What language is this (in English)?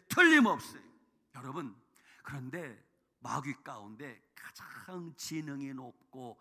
Korean